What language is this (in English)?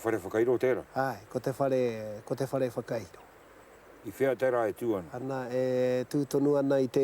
Māori